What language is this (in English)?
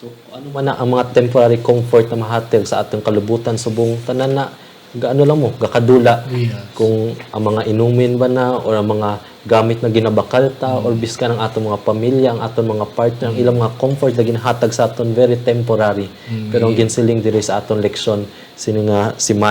Hiligaynon